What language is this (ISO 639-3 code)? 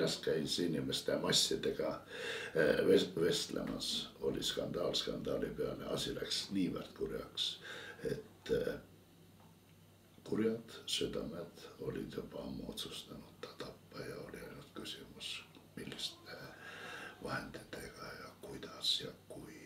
est